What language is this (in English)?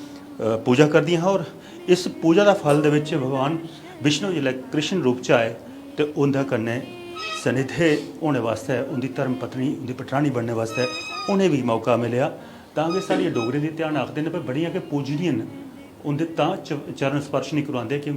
Dogri